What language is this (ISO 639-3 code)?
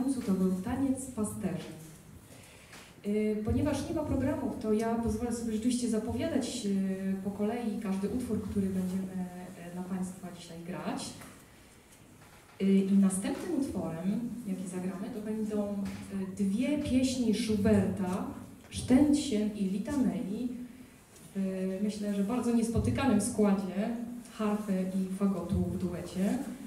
pol